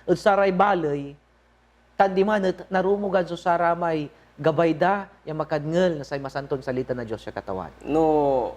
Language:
Pangasinan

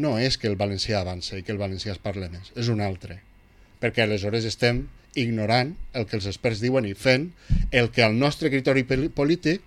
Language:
Catalan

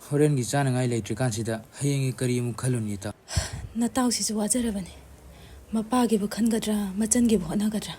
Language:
Manipuri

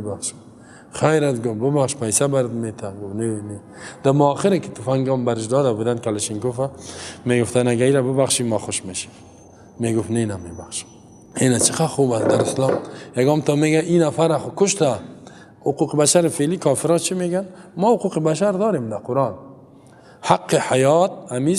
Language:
Persian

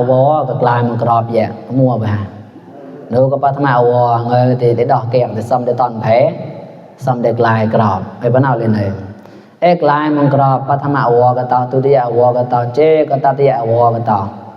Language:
Mon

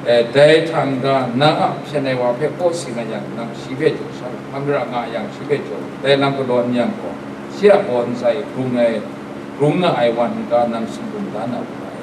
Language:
Kachin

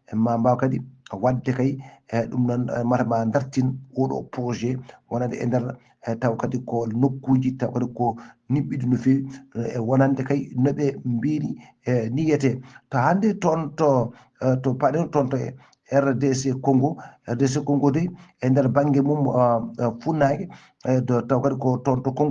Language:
Fula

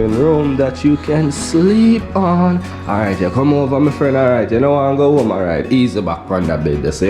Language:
Jamaican Creole English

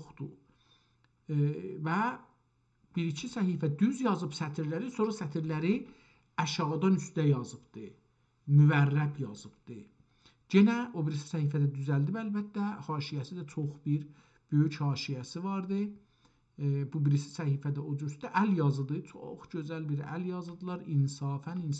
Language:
South Azerbaijani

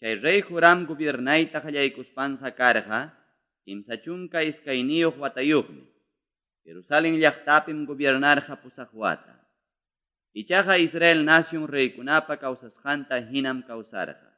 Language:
Ayacucho Quechua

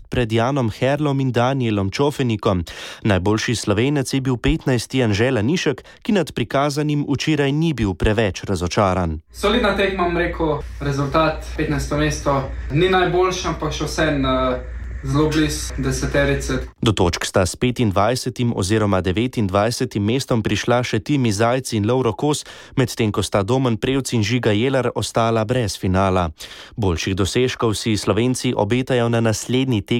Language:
Slovenian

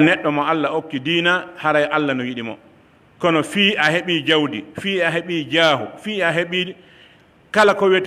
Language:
Pular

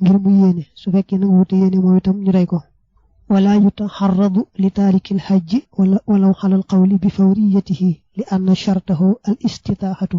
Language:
Wolof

